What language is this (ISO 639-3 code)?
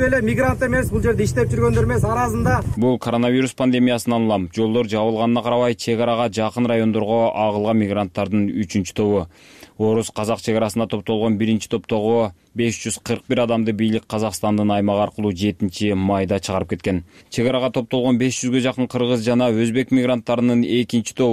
kir